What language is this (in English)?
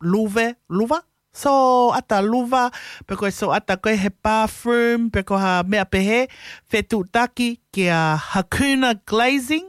Tongan